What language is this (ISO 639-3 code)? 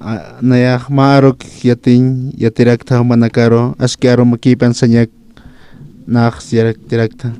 aym